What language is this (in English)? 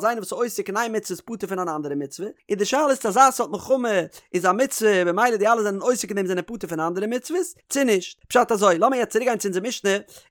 Yiddish